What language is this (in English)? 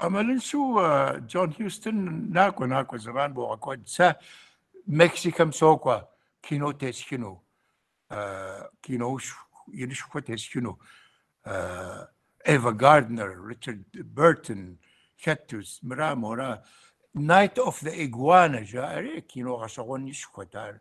Kabardian